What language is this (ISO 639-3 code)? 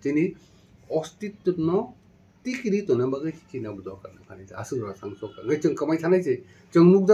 trp